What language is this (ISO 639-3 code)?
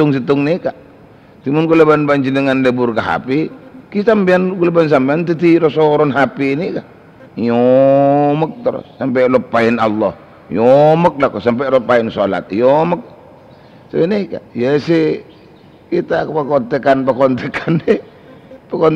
mad